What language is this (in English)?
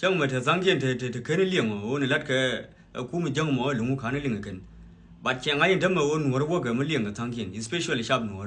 Nuer